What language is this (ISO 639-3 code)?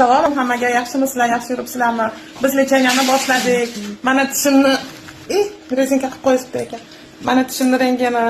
uzb